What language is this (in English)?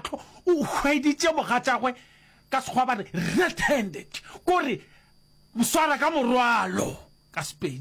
Northern Sotho